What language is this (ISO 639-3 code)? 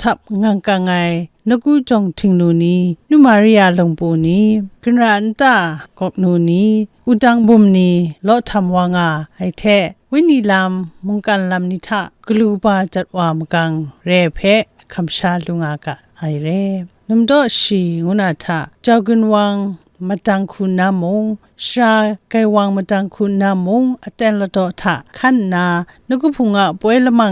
kac